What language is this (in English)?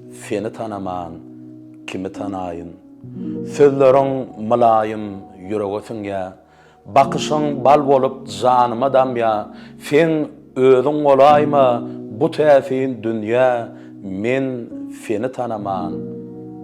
Turkmen